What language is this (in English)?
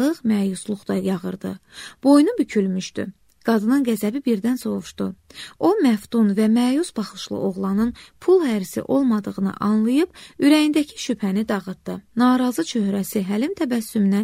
Azerbaijani